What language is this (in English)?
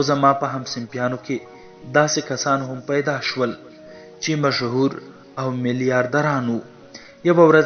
Pashto